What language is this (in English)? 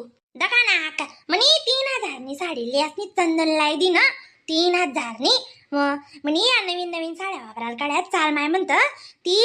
Khandesi